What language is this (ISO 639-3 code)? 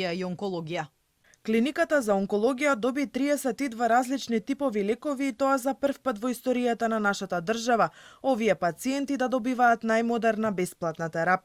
mkd